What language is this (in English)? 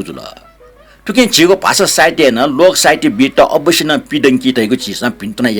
Newari